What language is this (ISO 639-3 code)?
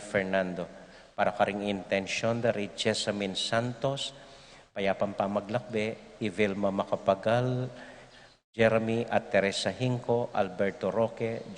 pam